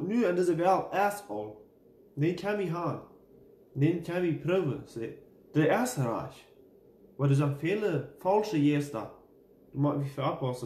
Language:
Plautdietsch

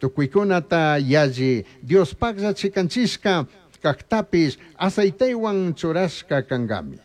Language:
Chimborazo Highland Quichua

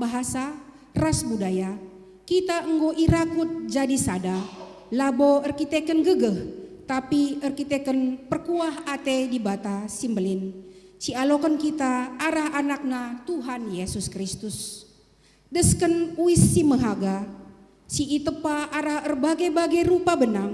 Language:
Batak Karo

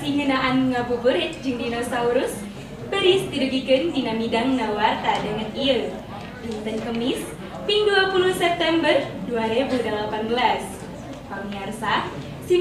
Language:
Sundanese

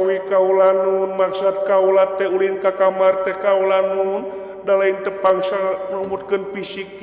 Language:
Sundanese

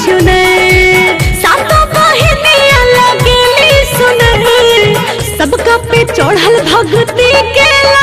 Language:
Bhojpuri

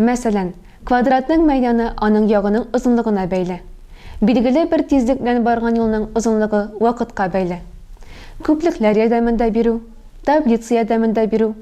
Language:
Tatar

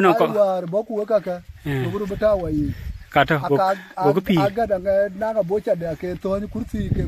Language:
Dinka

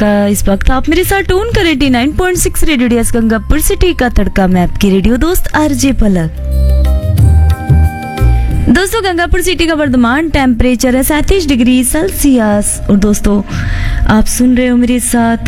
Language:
Hindi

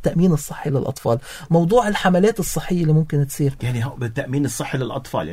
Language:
North Levantine Arabic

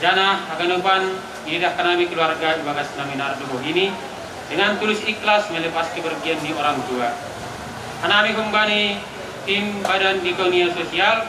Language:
Batak Simalungun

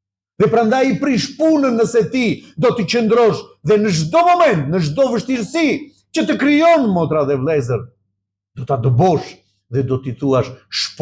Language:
Albanian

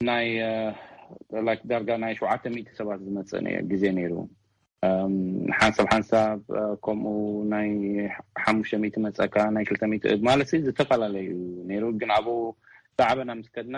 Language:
Tigrinya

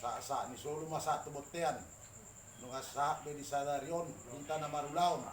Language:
Batak Toba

